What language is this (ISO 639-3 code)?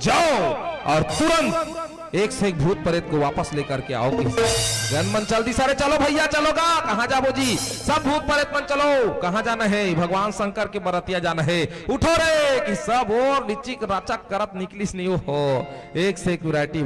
hne